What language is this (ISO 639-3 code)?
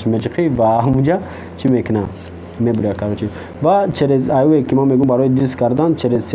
tgk